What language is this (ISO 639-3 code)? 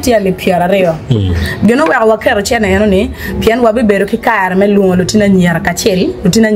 ach